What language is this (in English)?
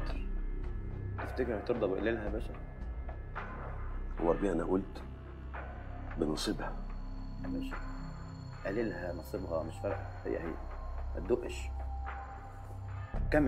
Egyptian Arabic